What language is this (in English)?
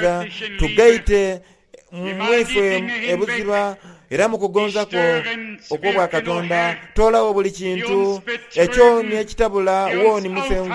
Soga